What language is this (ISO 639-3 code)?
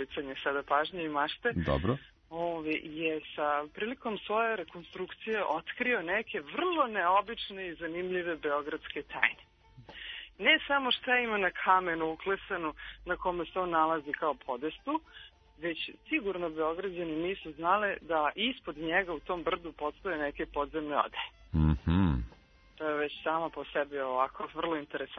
srp